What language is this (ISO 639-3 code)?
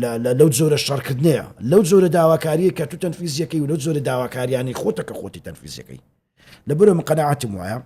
ckb